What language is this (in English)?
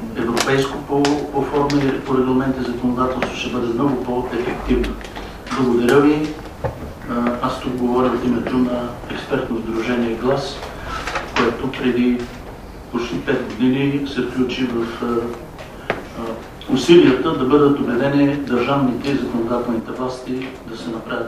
Bulgarian